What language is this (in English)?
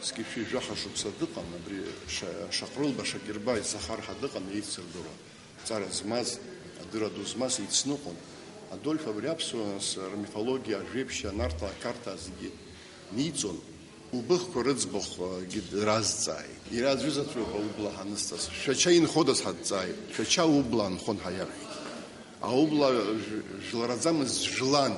Abkhazian